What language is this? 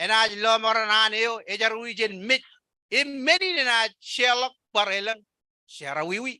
Marshallese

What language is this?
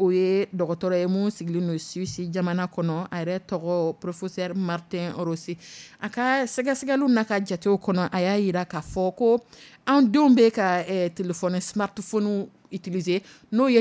Dyula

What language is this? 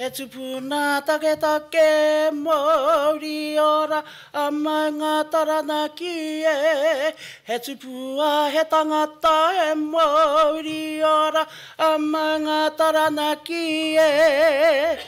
Māori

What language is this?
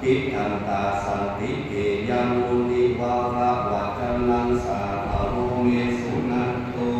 Pali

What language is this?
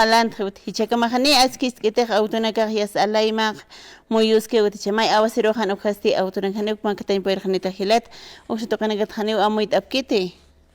Aymara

